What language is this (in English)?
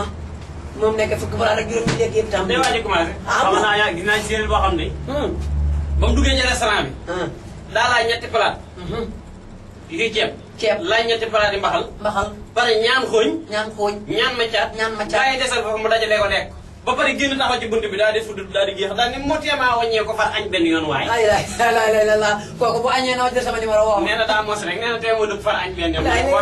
Wolof